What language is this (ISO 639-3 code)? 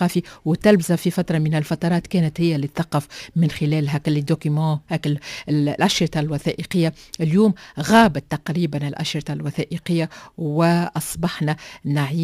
aeb